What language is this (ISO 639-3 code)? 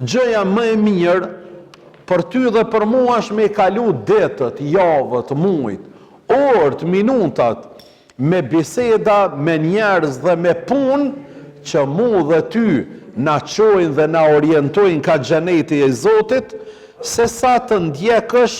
sqi